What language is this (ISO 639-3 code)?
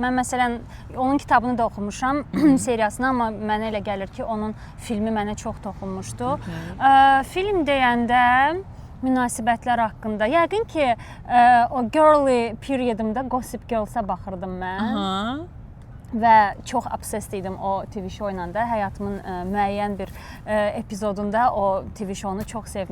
aze